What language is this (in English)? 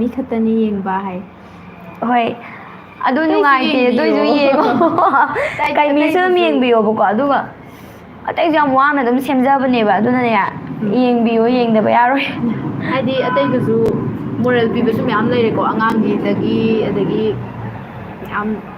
Manipuri